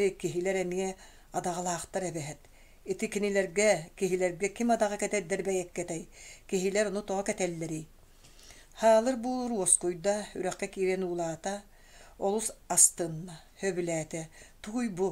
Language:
Yakut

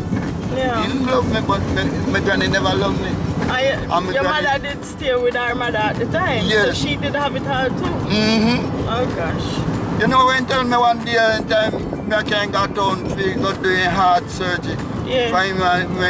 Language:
Jamaican Creole English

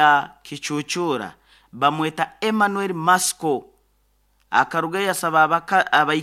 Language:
Nyoro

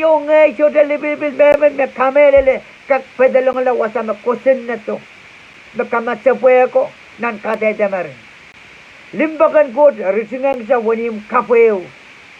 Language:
Pohnpeian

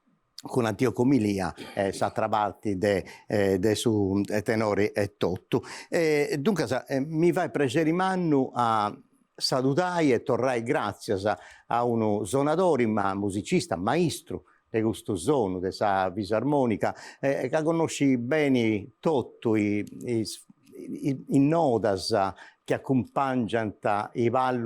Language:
Sardinian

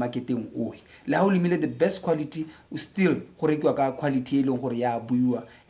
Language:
Tswana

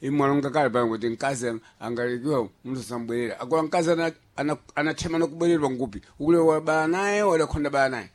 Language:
Sena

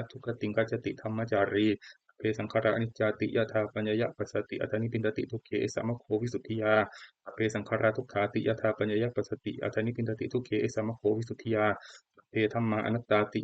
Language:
Pali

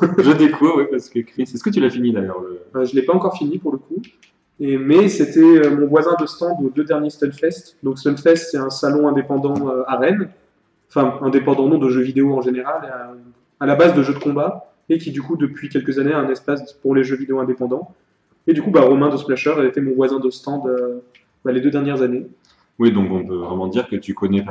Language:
French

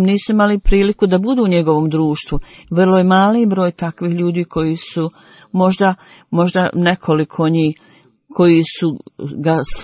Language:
Bosnian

